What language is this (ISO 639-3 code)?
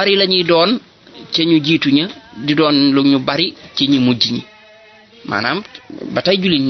wol